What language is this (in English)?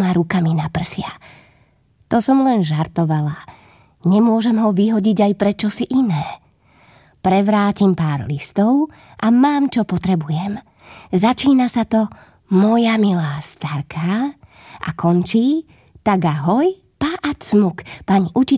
Slovak